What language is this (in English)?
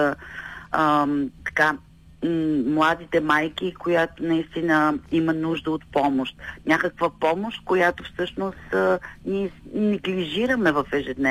Bulgarian